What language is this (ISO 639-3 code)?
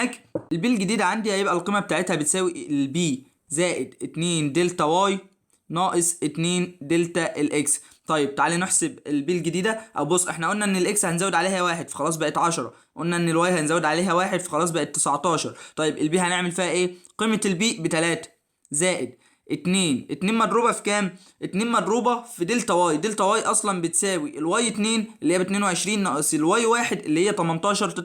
arz